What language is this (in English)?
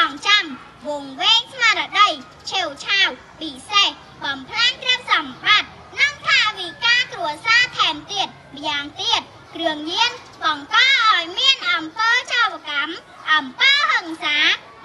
Khmer